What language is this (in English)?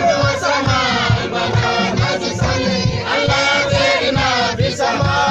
Mabaan